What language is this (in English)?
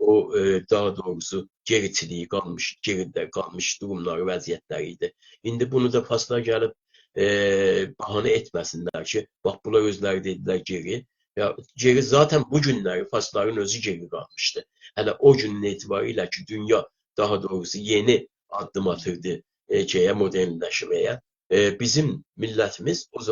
South Azerbaijani